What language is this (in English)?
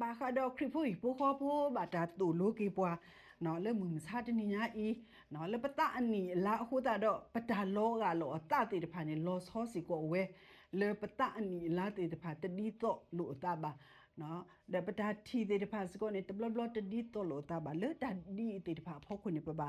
S'gaw Karen